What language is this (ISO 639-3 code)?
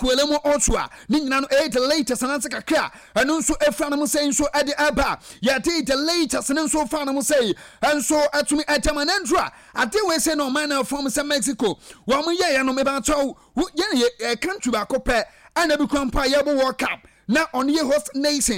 aka